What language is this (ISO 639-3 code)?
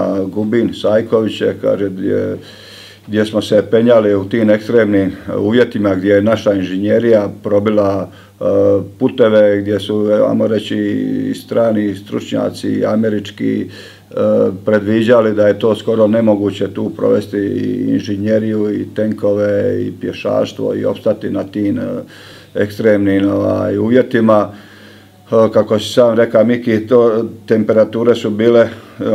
hrv